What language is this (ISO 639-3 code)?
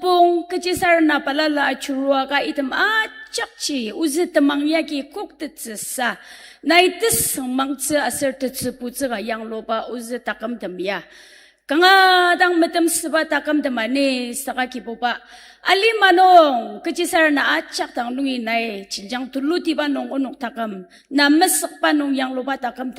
njo